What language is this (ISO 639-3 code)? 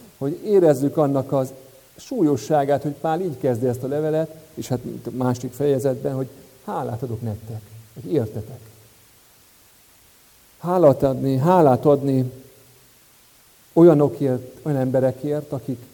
hun